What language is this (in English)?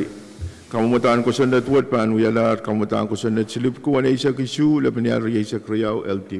Pohnpeian